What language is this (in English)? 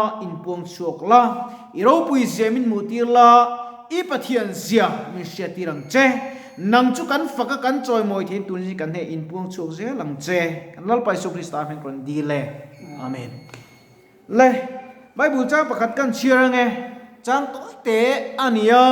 Mizo